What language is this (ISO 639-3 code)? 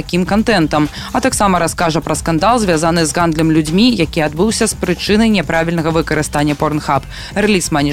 bel